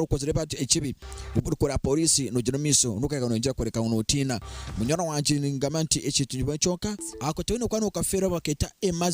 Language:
Nyankole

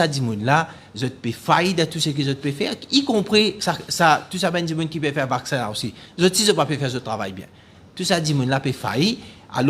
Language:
Morisyen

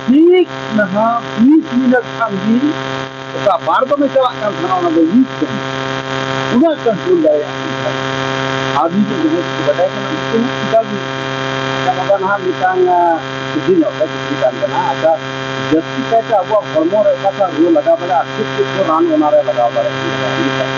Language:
Santali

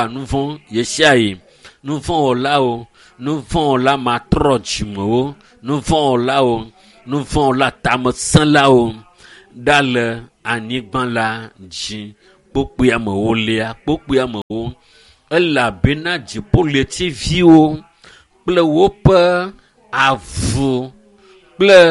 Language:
Ewe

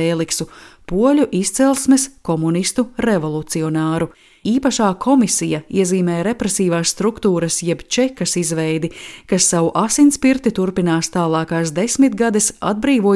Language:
Latvian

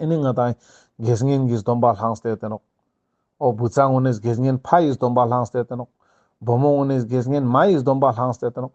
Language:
Ladakhi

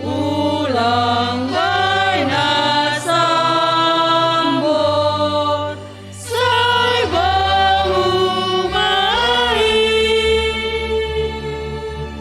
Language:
Batak Simalungun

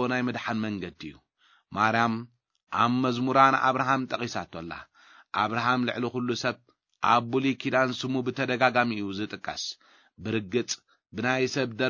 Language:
Tigrinya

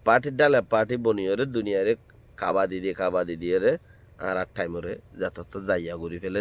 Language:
Rohingya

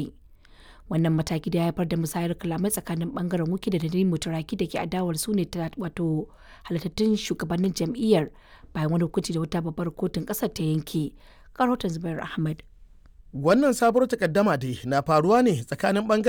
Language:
Hausa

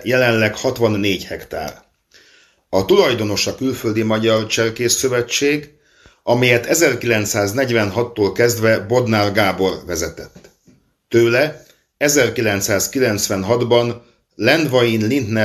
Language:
Hungarian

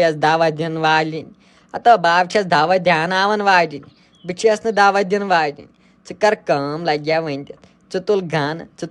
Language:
Kashmiri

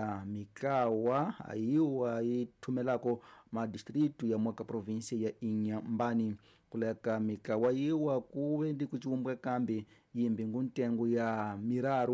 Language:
Tsonga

